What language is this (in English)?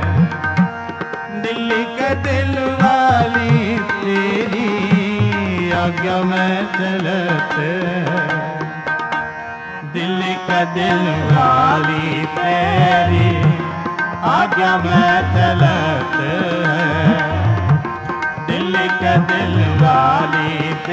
Punjabi